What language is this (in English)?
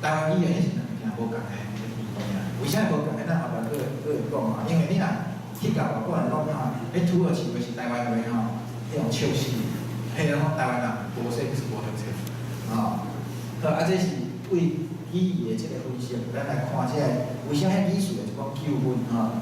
Min Nan Chinese